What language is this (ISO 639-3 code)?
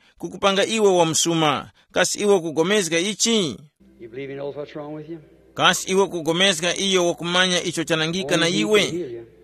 tum